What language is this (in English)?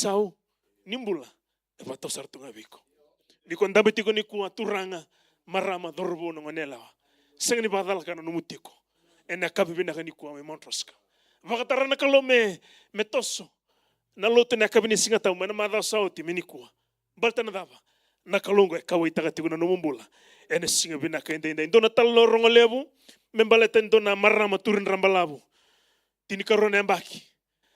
Fijian